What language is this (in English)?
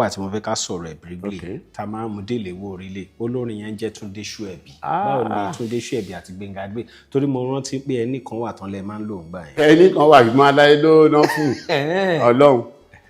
Yoruba